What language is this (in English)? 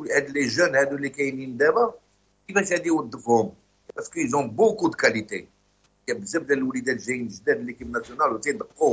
Moroccan Arabic